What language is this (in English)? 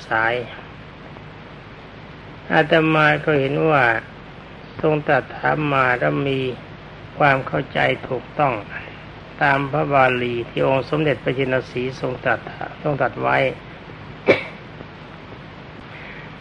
Thai